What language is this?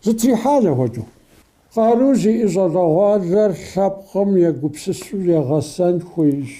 Kabardian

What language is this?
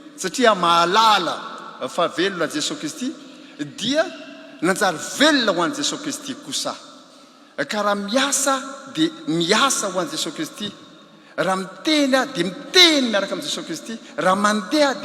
Malagasy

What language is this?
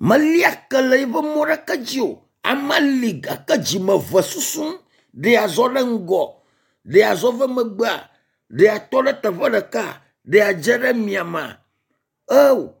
Ewe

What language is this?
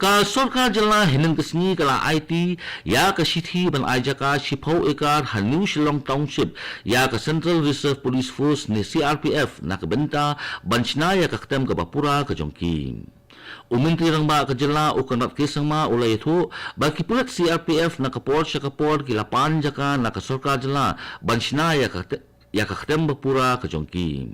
Khasi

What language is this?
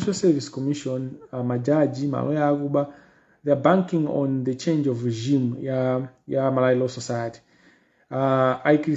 Nyanja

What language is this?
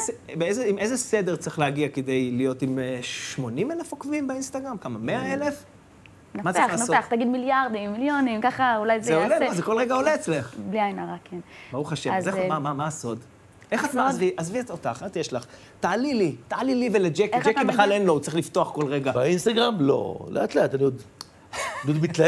Hebrew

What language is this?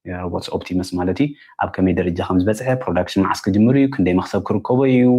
Tigrinya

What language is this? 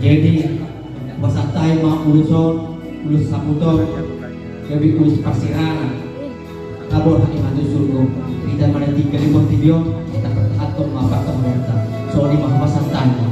Batak Toba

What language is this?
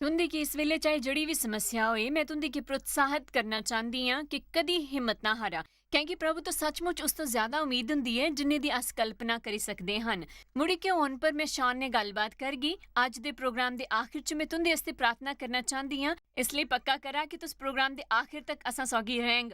Dogri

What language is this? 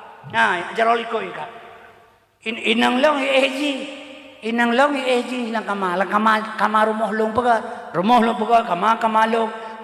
Achinese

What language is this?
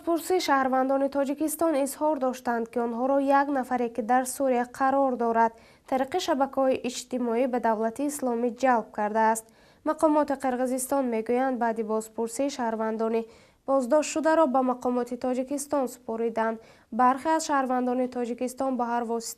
Tajik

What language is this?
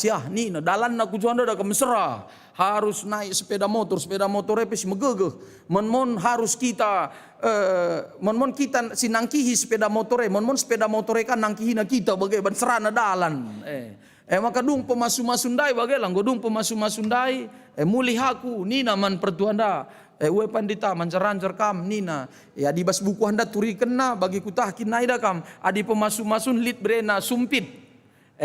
Batak Karo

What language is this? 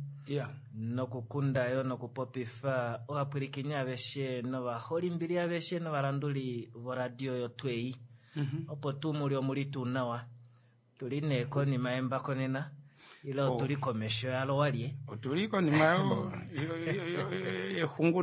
Kuanyama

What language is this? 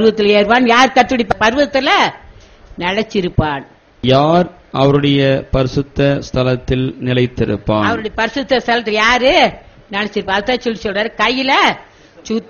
Tamil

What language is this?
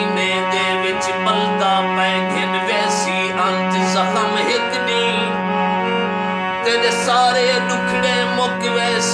Saraiki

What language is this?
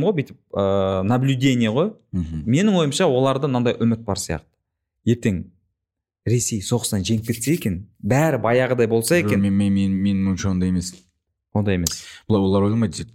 Kazakh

